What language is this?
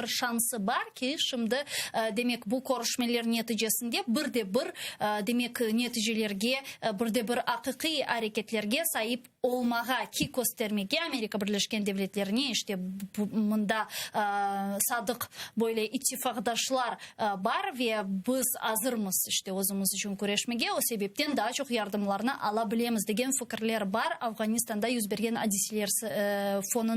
Crimean Tatar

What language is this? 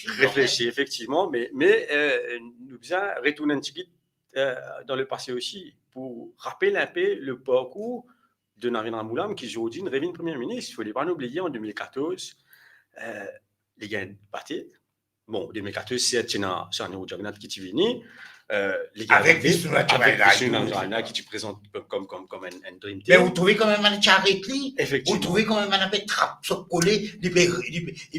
Morisyen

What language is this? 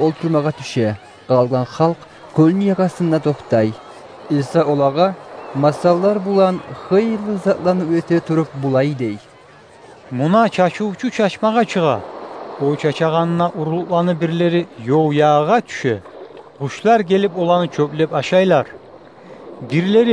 Kumyk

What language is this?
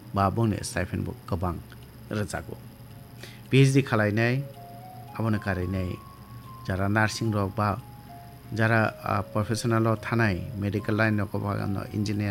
Kok Borok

